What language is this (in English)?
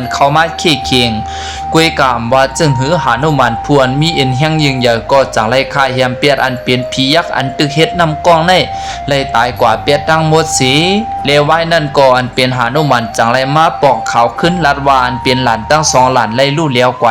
Shan